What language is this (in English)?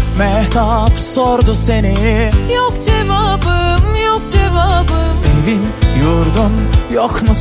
Turkish